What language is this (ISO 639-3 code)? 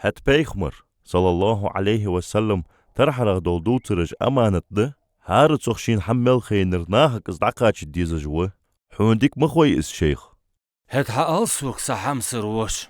inh